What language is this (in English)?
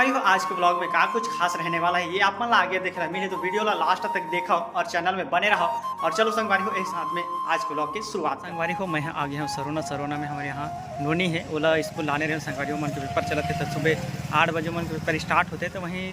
Chhattisgarhi